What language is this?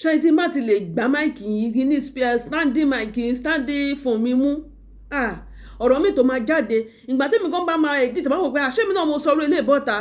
Yoruba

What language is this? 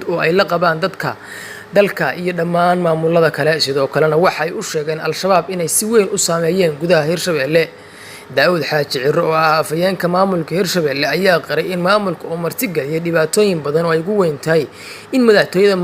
Somali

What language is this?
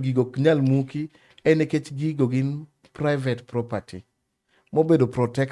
Luo (Kenya and Tanzania)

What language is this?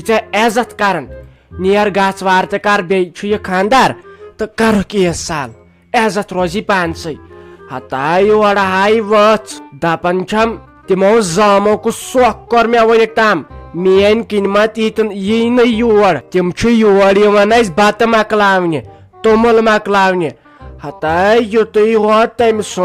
Kashmiri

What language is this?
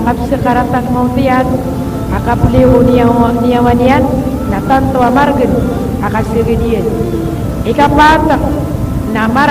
Maranao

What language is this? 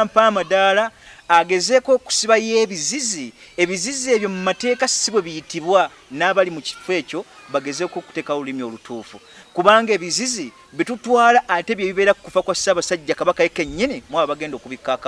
Ganda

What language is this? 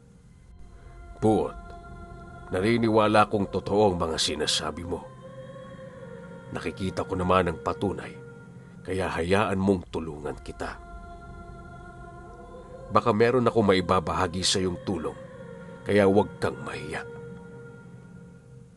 Filipino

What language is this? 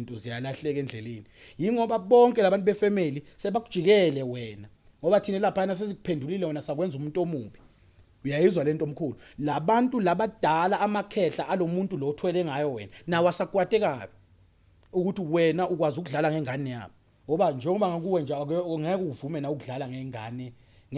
Zulu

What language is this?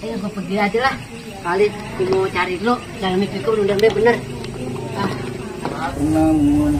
Betawi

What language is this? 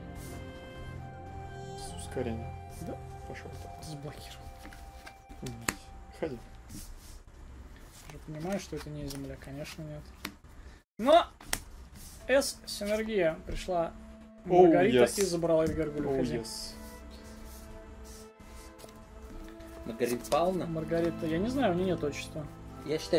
Russian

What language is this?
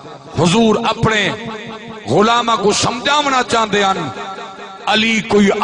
Saraiki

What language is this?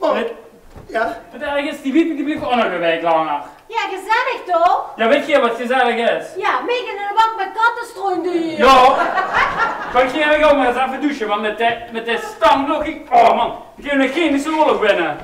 Limburgish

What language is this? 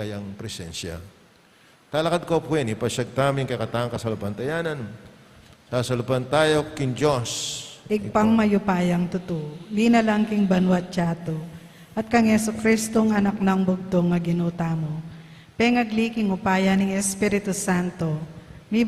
Pampanga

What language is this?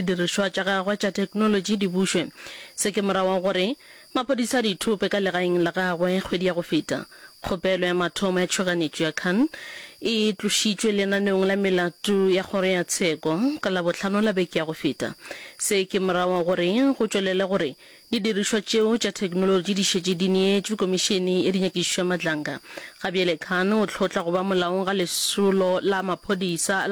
Northern Sotho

